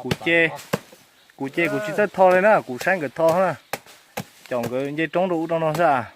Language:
Hmong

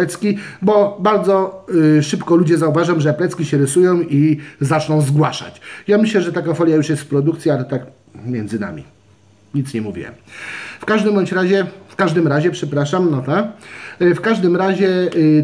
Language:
Polish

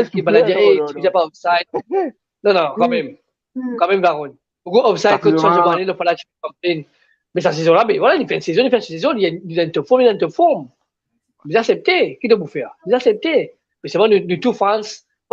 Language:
Morisyen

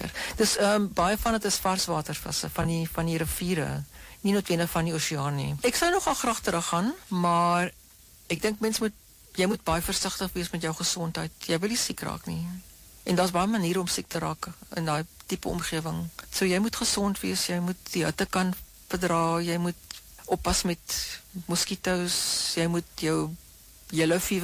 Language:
Afrikaans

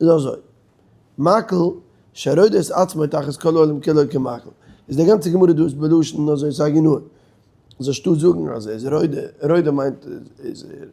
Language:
Yiddish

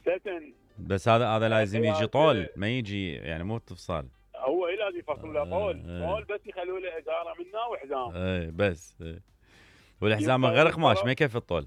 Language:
Mesopotamian Arabic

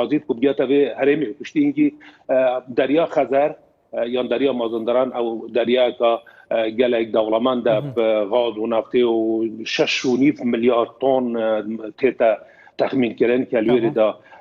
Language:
Kurdish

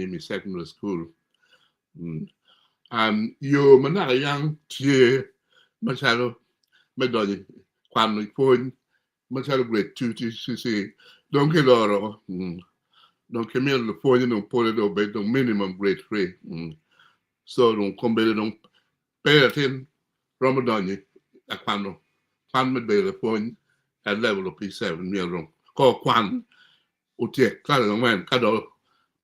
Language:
Acoli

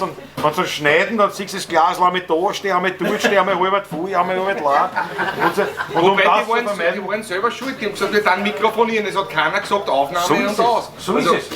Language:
Bavarian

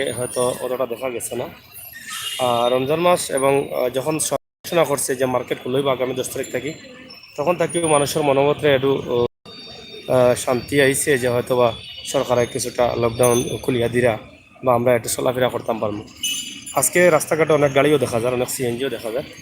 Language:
Sylheti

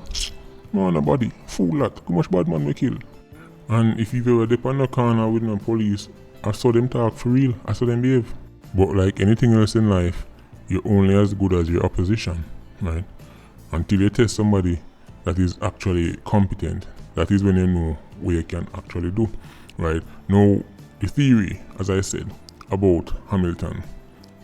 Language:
Jamaican Creole English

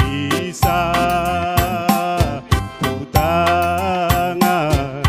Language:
Batak Toba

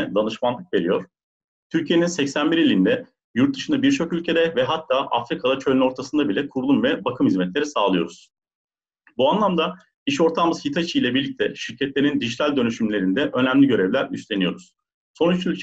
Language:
Turkish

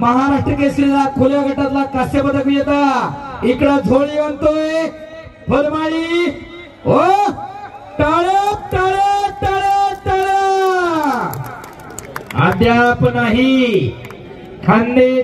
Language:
Marathi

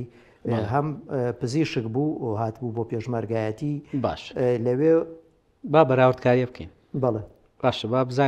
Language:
Central Kurdish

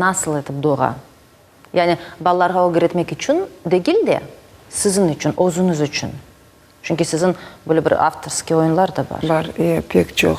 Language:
Crimean Tatar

